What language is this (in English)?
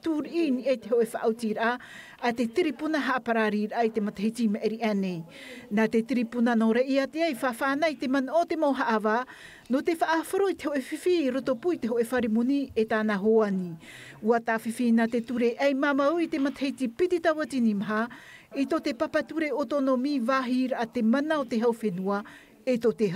Tahitian